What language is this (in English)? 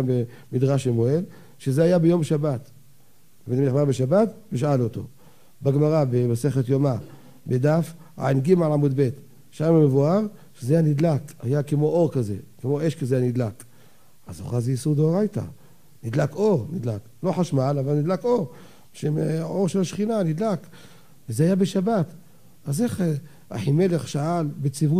Hebrew